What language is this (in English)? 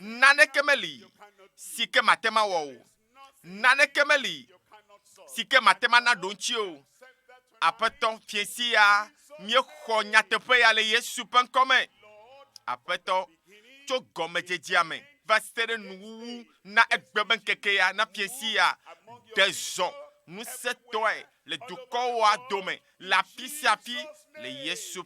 Ewe